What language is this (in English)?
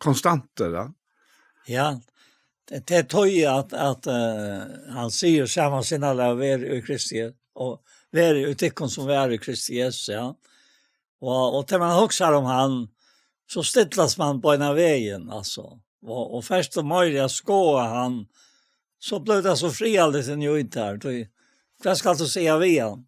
Faroese